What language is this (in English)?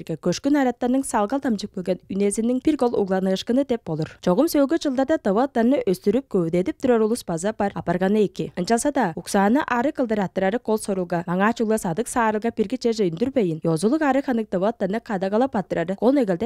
Tuvinian